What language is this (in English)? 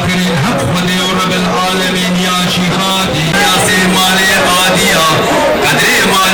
Kurdish